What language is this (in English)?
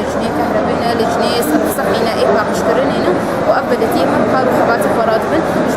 Kurdish